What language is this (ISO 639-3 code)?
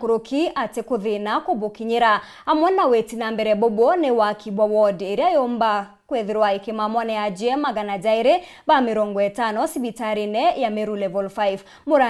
mer